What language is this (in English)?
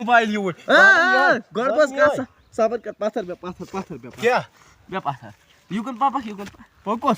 Kashmiri